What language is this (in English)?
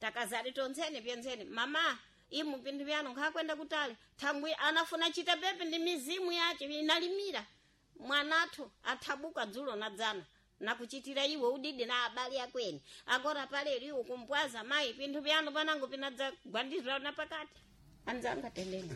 Sena